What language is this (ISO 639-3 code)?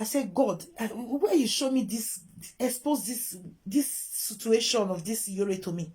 pcm